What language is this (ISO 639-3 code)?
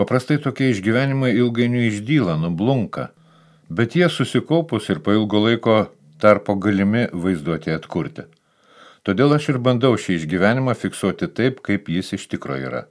lit